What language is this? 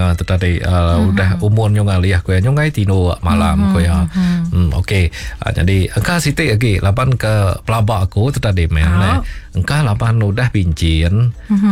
Iban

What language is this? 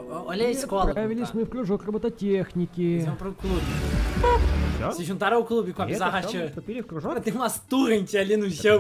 Portuguese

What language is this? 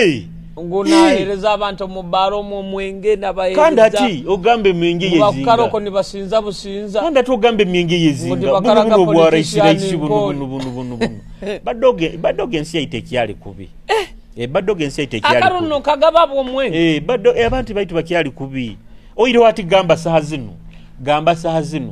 Nyoro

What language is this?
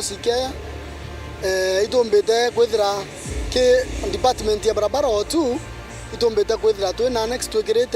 Meru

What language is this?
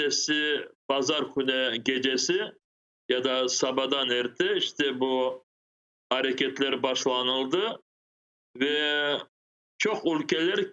Crimean Tatar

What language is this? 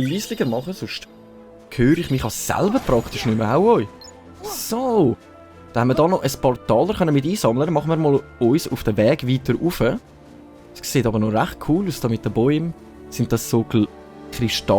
Swiss German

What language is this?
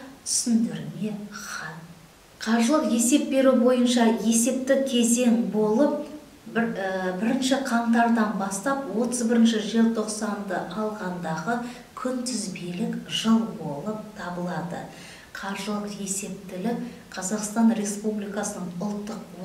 Kazakh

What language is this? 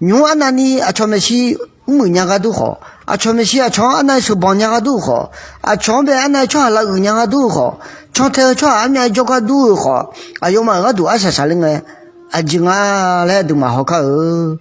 Akha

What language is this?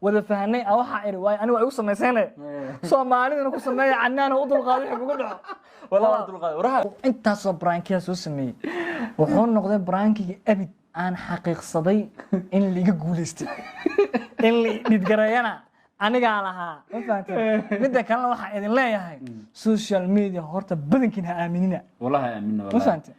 Somali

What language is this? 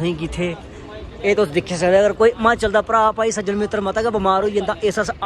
Dogri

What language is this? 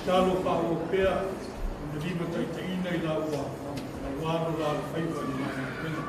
Samoan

